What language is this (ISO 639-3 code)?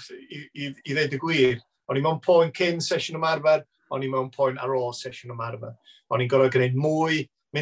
cym